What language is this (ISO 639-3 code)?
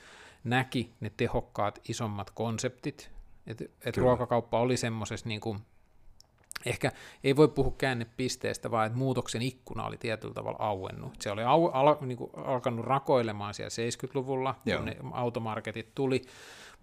fin